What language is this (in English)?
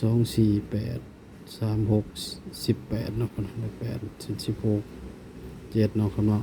Northeastern Thai